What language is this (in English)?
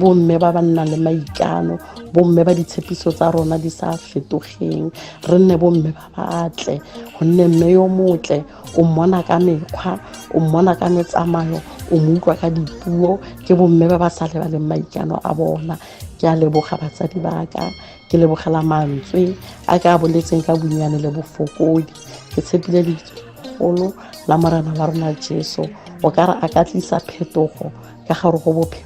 Tswana